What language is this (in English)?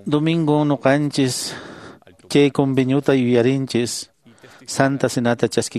Quechua